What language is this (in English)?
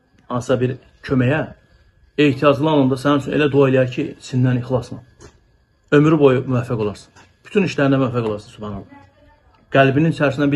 Azerbaijani